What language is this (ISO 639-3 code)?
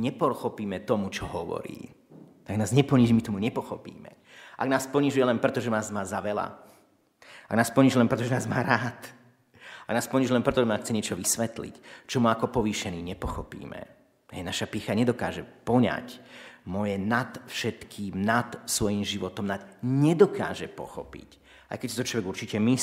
slk